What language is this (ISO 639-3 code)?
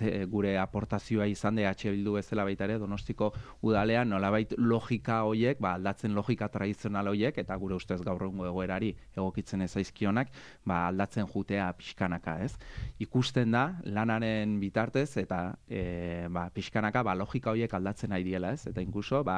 eus